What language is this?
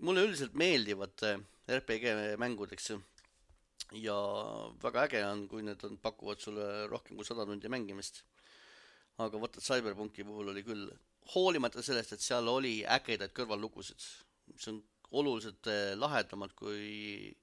Estonian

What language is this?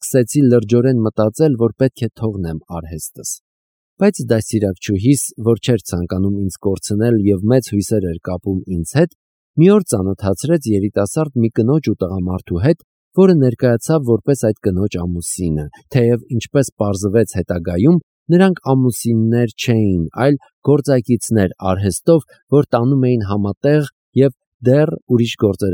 Armenian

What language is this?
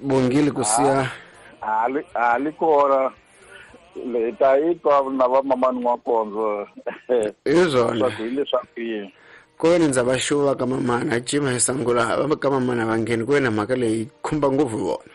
Tsonga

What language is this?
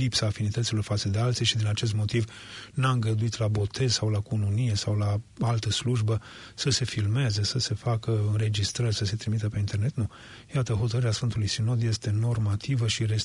Romanian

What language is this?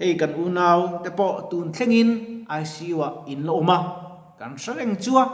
Mizo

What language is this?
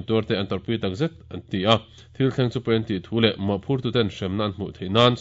Mizo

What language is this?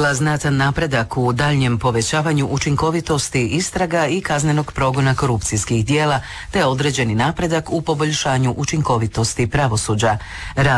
Croatian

